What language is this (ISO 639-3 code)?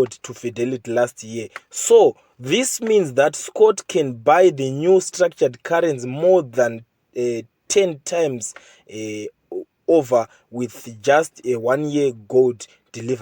sna